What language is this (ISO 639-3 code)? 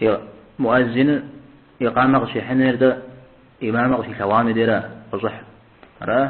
kbd